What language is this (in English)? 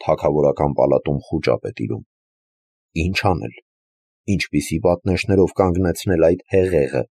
Armenian